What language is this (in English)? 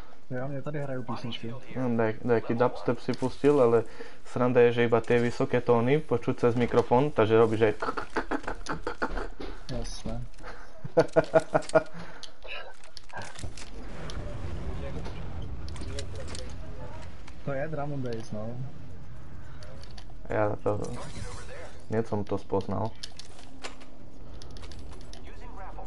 Slovak